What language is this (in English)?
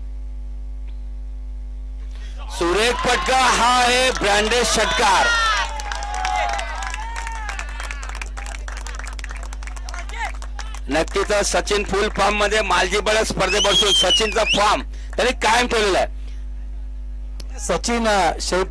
Marathi